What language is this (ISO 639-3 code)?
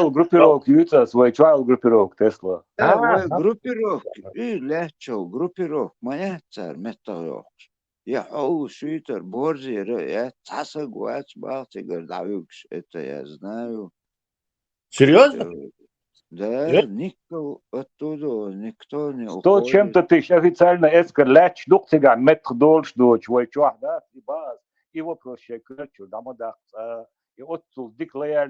che